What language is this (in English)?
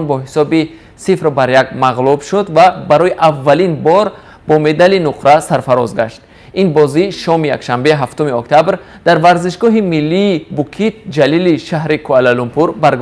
Tajik